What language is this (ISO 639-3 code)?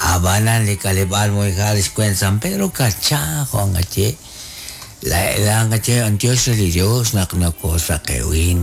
kek